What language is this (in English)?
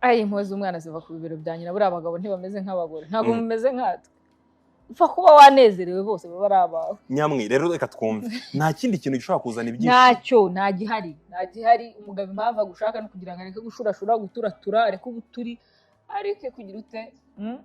Kinyarwanda